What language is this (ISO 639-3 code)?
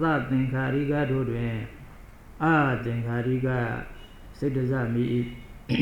mya